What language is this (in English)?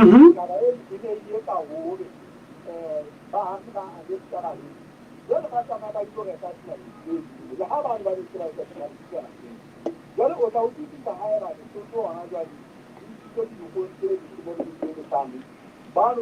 Southern Sotho